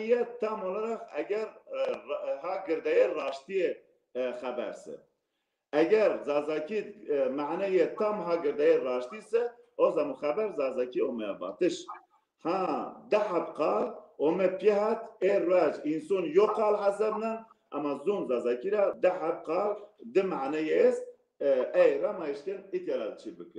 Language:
Zaza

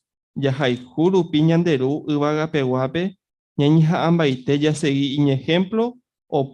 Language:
Guarani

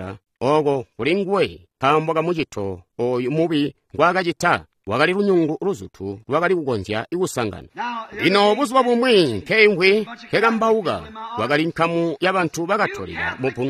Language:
Tonga (Zambia)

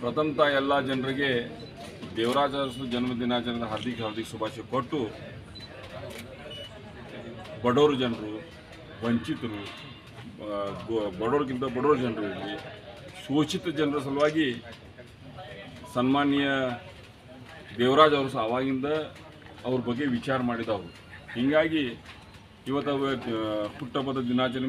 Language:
Kannada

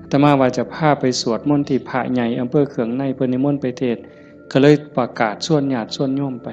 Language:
Northeastern Thai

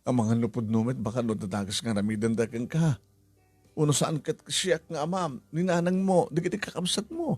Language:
Iloko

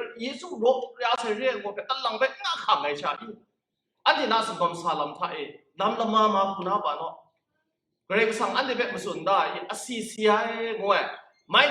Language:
Kachin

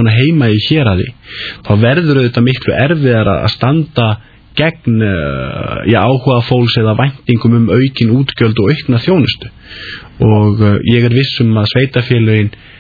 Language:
Icelandic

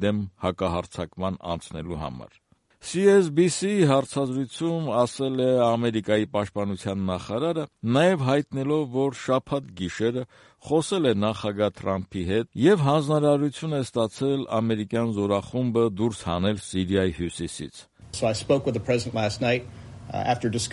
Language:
Armenian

